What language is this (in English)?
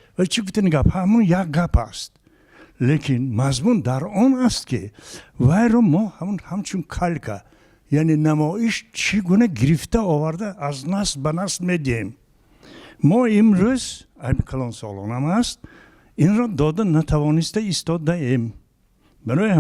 Tajik